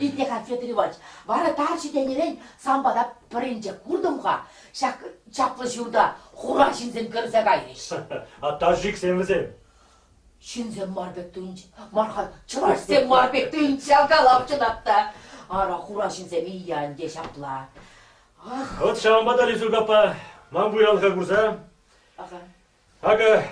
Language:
Chuvash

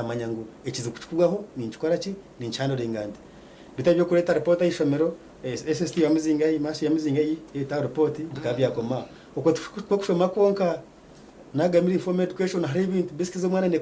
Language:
Nyankole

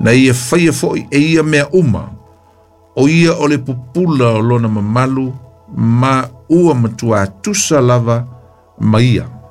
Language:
Samoan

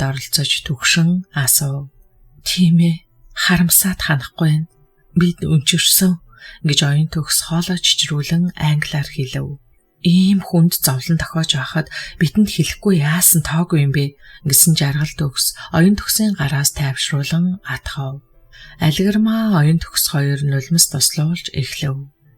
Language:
Mongolian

